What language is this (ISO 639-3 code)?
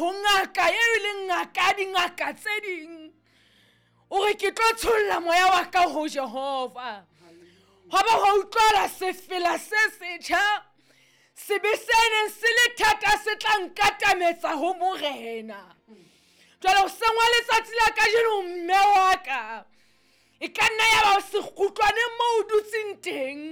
sot